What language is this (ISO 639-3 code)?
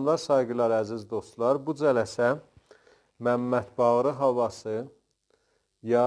azb